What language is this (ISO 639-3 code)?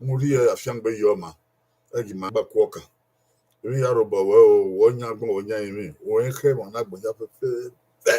bin